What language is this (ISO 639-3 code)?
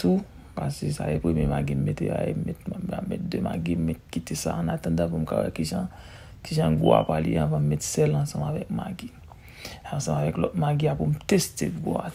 hat